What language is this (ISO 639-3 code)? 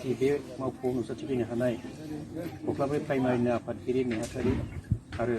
brx